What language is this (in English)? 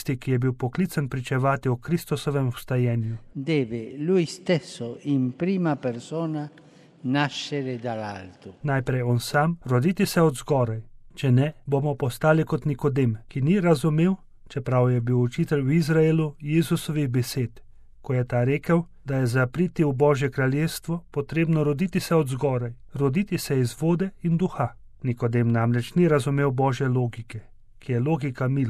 Slovenian